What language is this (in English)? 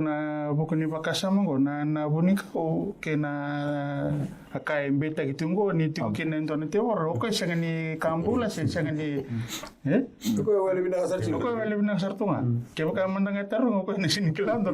Fijian